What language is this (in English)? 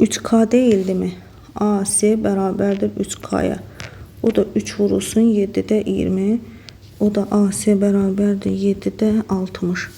Azerbaijani